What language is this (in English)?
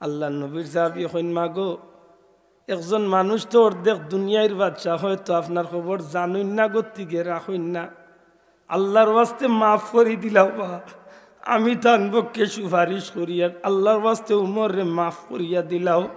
Sylheti